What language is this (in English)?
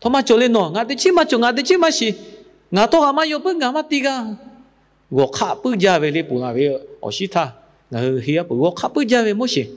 Lahu